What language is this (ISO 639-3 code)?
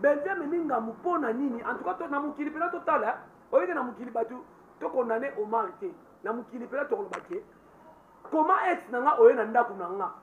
lin